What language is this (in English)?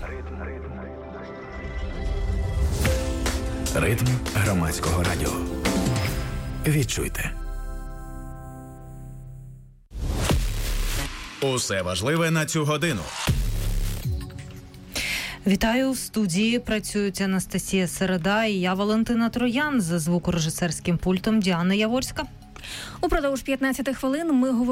Ukrainian